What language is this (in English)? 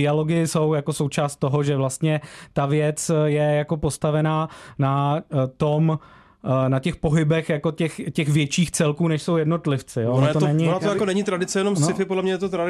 Czech